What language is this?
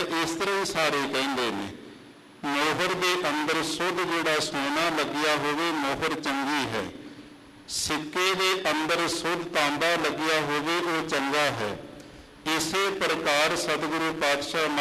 Punjabi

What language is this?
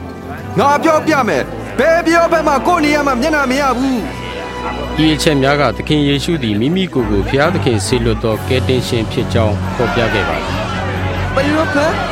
Burmese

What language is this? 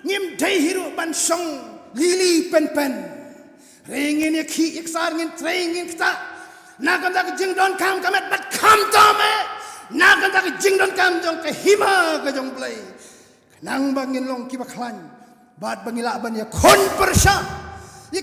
Khasi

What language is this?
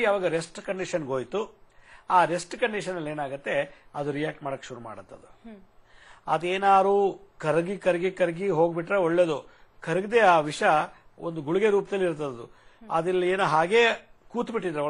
Kannada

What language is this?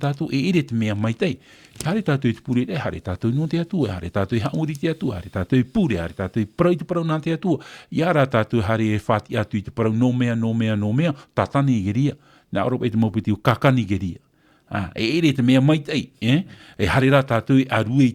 Tahitian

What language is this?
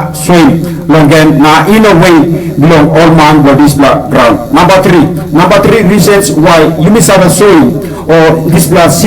Tok Pisin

